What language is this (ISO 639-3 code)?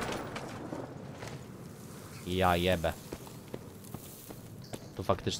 pol